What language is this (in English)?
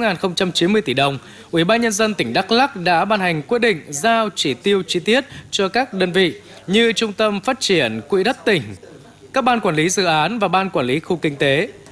Vietnamese